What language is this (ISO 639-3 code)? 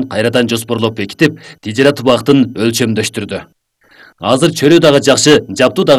kir